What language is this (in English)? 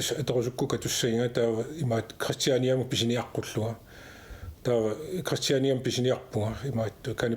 Kalaallisut